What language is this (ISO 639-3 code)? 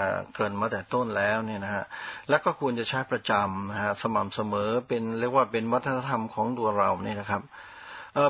tha